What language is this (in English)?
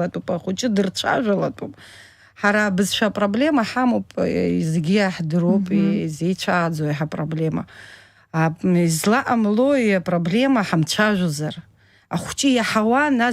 Abkhazian